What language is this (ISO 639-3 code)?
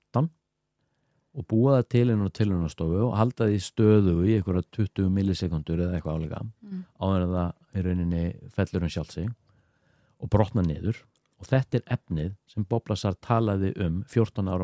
isl